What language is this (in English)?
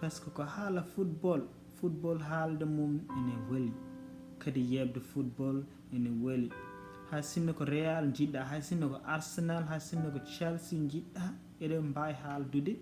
Fula